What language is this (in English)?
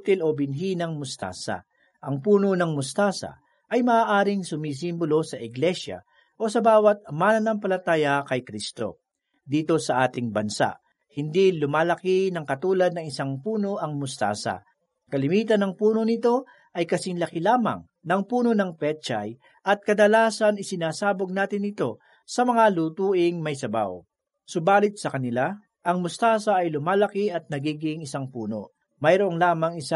Filipino